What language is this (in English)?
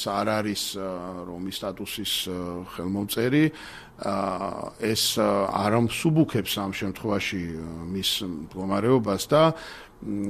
Georgian